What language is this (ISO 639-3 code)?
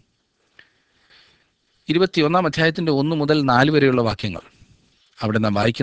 mal